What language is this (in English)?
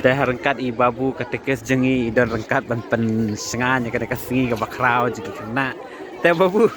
Khasi